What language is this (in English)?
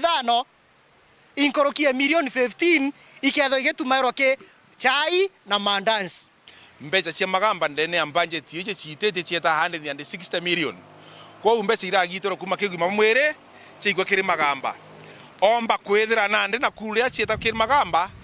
Meru